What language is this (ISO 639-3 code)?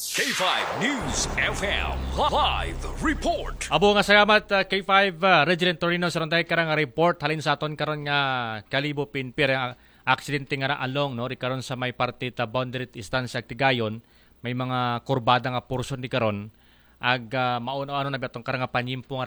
akl